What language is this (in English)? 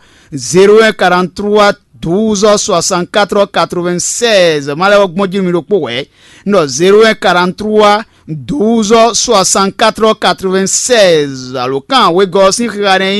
Fon